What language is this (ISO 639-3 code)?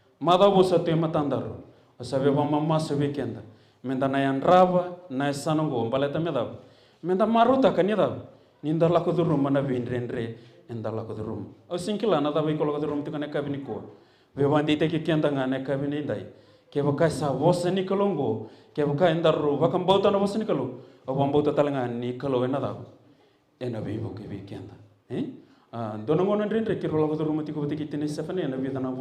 fij